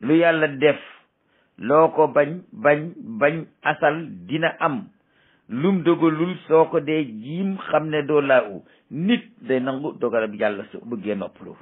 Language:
Wolof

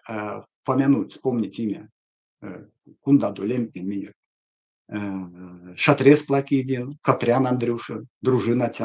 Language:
Erzya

